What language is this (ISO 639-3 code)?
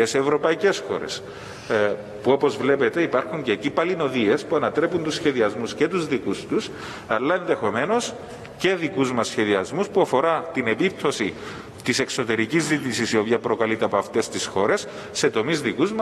ell